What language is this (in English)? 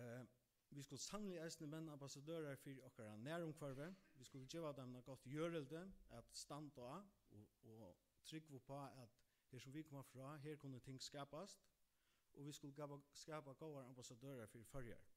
Faroese